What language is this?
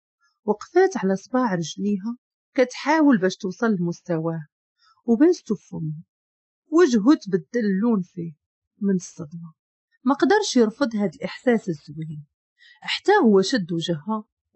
Moroccan Arabic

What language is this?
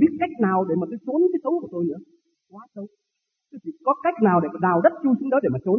Vietnamese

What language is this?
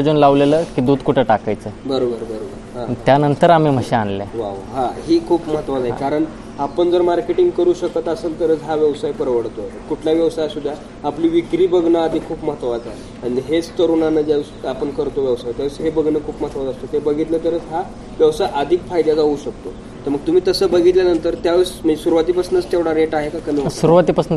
Marathi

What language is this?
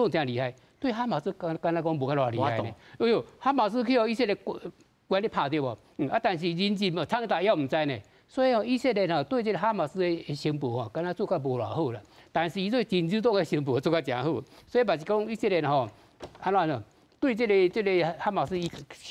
Min Nan Chinese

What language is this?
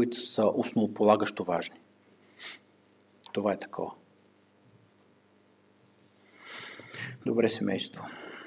Bulgarian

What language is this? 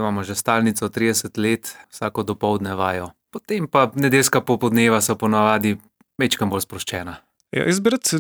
Slovenian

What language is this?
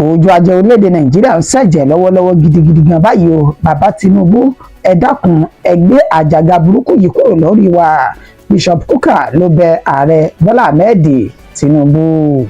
Yoruba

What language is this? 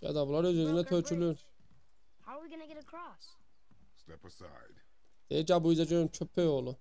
South Azerbaijani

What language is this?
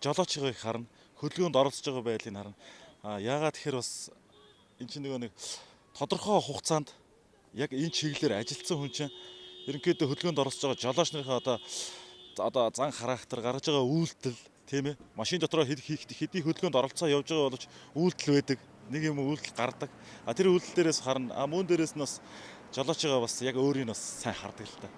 Mongolian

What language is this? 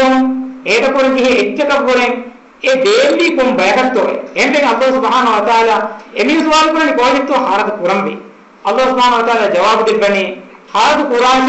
Divehi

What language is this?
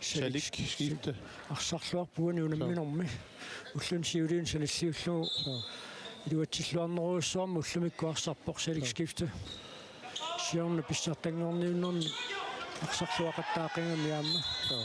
Kalaallisut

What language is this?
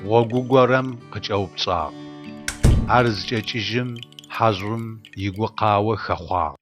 Adyghe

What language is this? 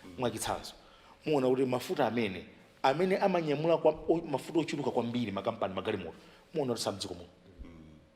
Nyanja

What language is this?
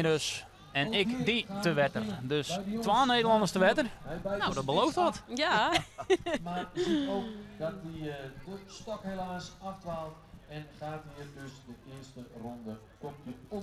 Western Frisian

